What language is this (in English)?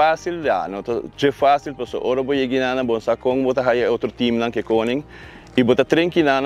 Papiamento